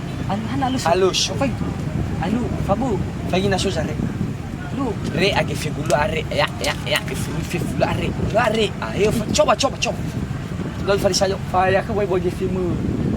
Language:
Nias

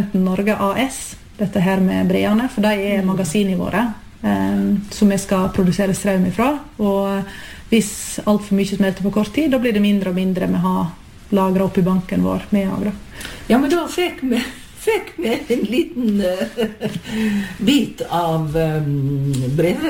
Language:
Norwegian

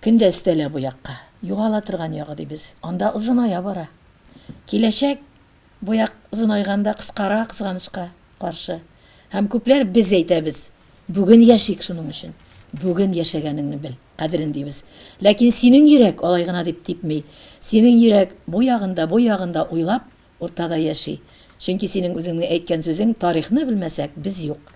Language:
Tatar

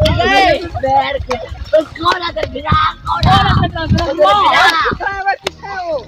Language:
Saraiki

